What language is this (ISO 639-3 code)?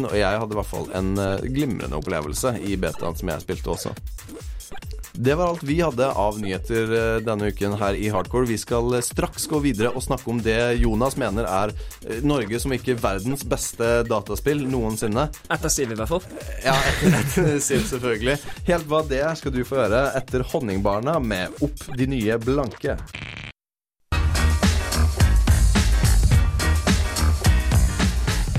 nor